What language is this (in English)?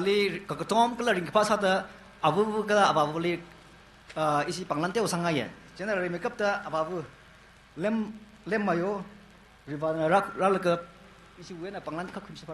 Tangkhul Naga (India)